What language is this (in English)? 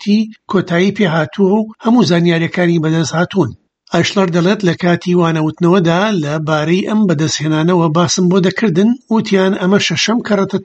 Central Kurdish